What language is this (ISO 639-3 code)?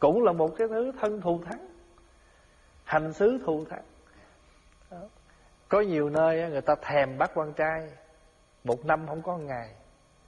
vie